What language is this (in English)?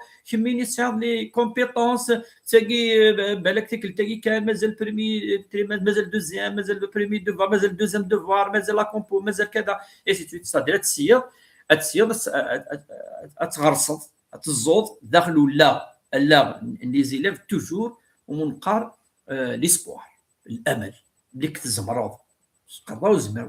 Kabyle